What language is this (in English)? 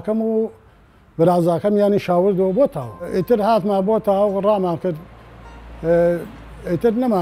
Central Kurdish